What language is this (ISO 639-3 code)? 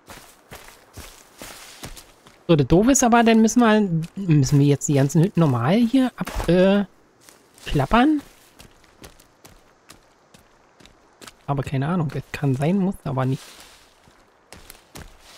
deu